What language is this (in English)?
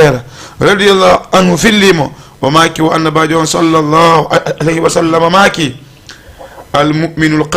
Fula